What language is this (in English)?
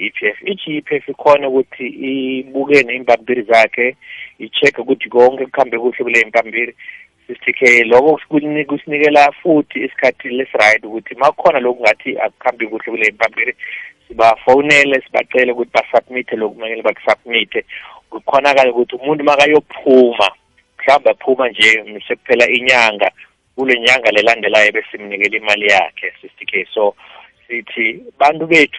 South Ndebele